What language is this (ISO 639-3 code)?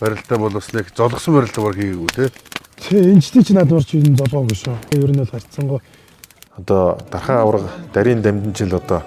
mon